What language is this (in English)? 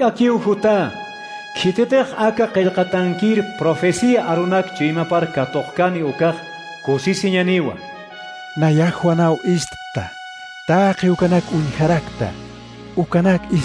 Aymara